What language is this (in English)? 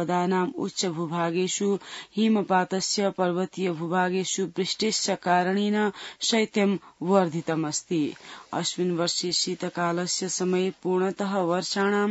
Sanskrit